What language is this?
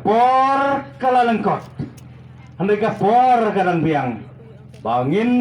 Khasi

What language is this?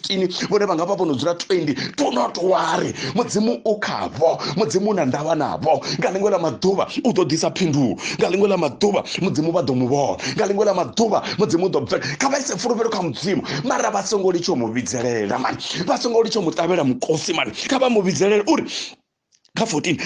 Venda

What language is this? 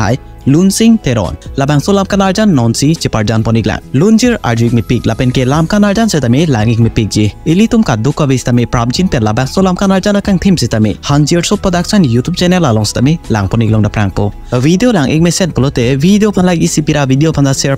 Karbi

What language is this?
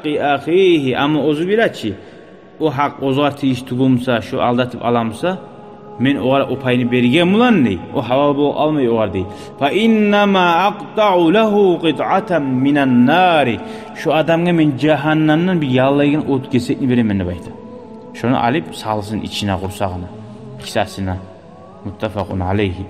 Kumyk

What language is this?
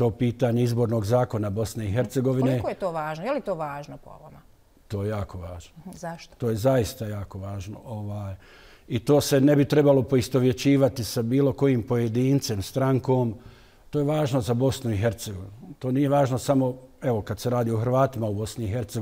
Bosnian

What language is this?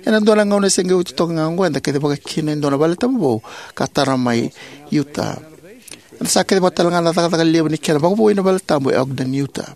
Fijian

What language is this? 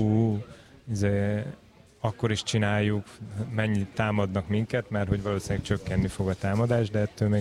Hungarian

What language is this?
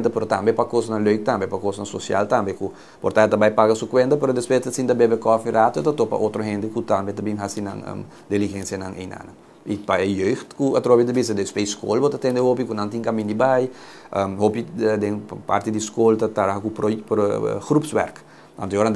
Papiamento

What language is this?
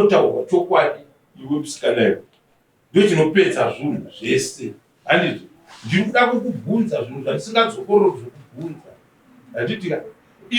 Shona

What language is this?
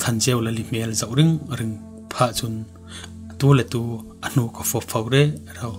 Falam Chin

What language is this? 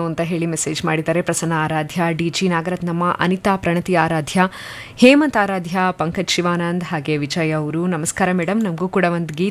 Kannada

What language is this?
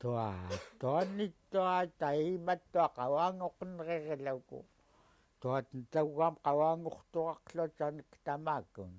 Central Yupik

